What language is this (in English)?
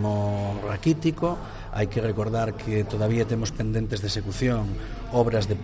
Galician